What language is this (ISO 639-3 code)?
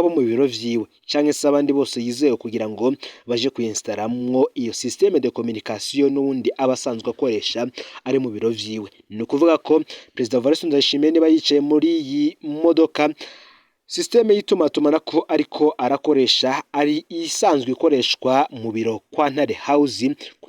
run